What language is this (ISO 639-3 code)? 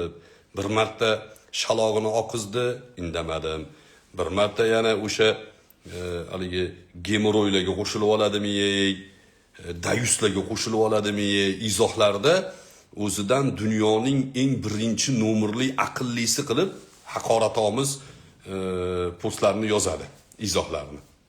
uzb